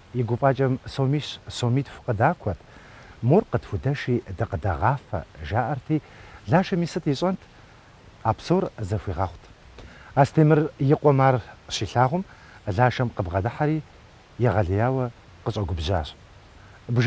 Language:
Kabardian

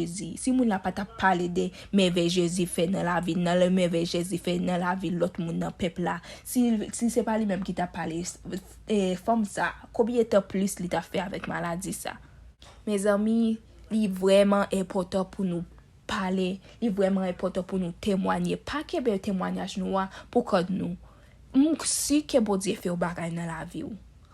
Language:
Haitian Creole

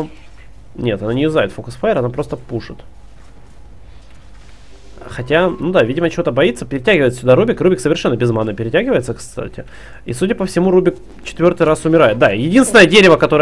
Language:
Russian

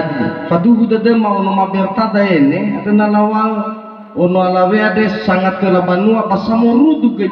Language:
Nias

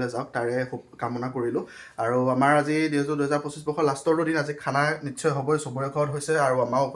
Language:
Assamese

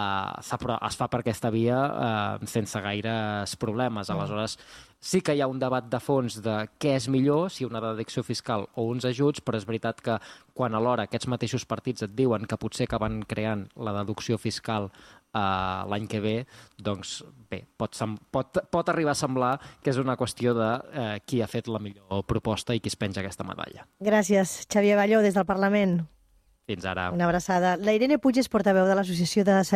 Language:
Catalan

